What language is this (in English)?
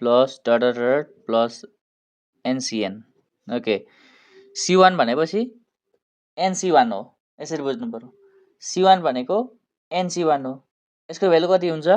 Nepali